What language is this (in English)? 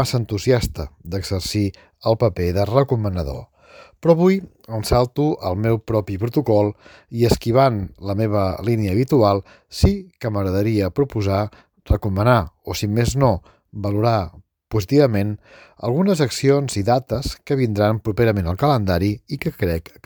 Catalan